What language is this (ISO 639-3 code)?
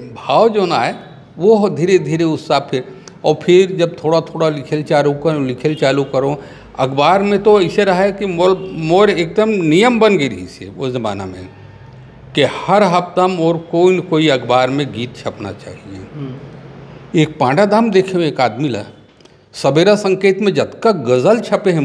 hne